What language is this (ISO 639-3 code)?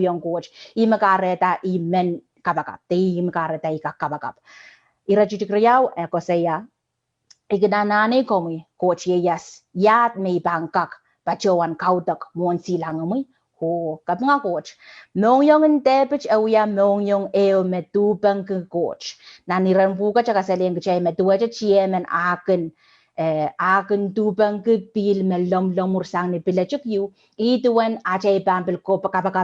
pon